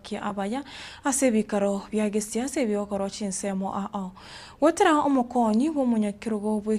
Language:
Gusii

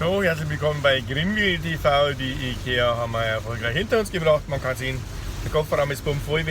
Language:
Bavarian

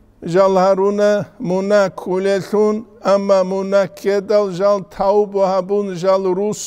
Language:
Avaric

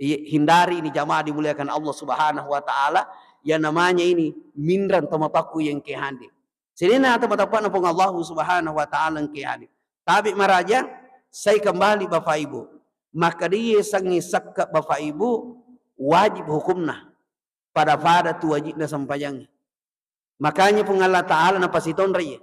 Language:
Buginese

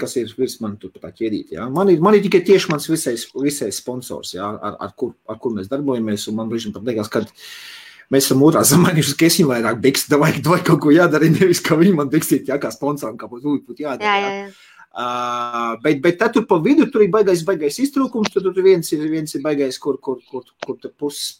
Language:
Latvian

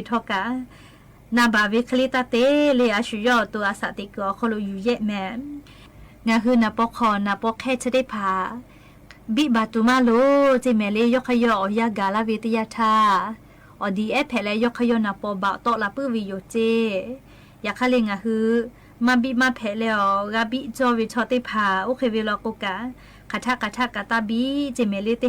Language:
Lahu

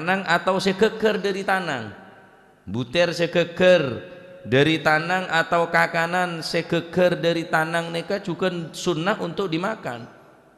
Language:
Madurese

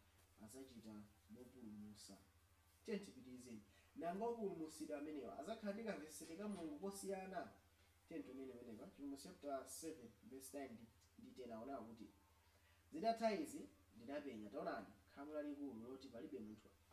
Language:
Nyanja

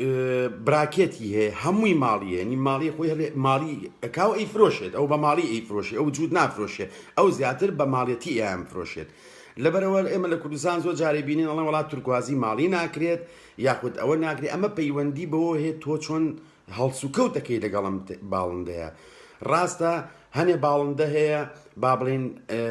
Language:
Central Kurdish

